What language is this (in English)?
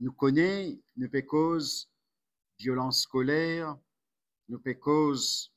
Morisyen